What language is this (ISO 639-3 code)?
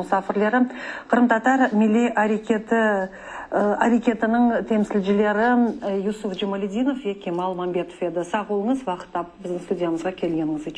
crh